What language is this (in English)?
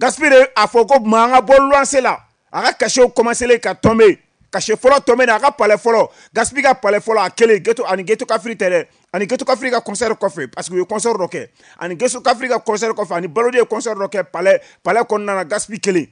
Bambara